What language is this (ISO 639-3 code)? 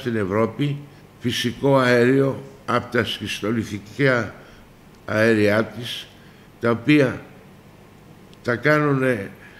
ell